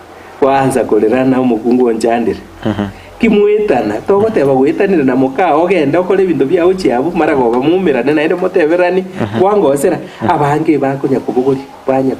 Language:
Gusii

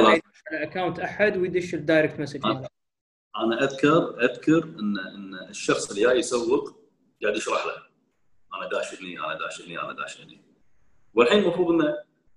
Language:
Gulf Arabic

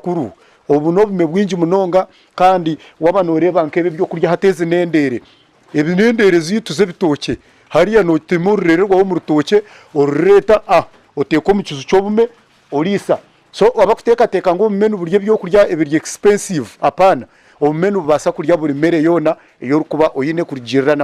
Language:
Nyankole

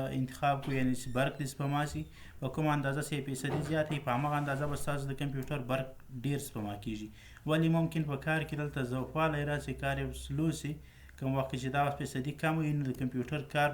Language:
Pashto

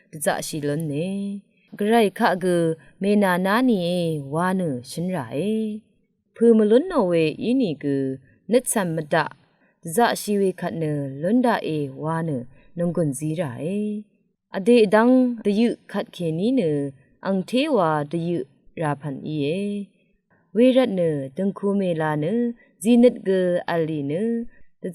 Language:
Rawang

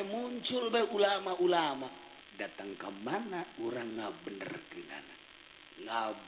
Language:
Sundanese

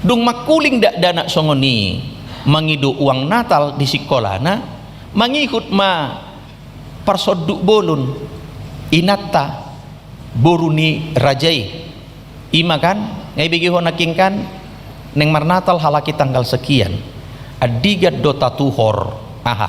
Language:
Batak Toba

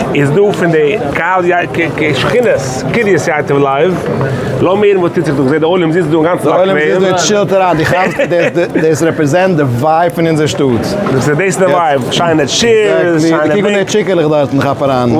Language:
Yiddish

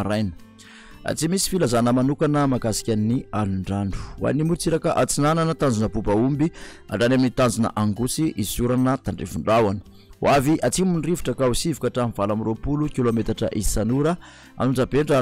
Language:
Malagasy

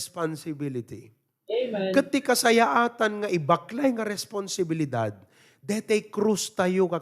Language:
Iloko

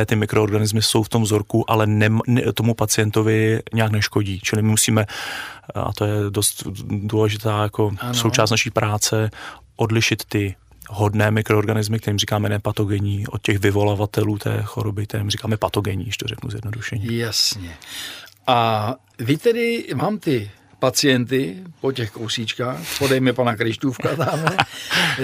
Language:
Czech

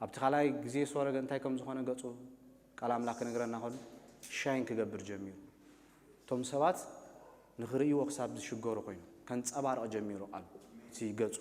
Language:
Tigrinya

